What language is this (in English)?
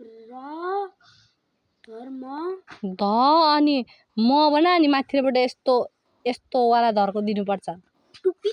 Nepali